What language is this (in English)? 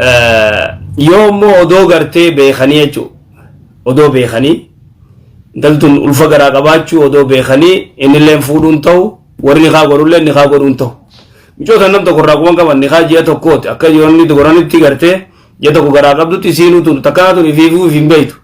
Oromo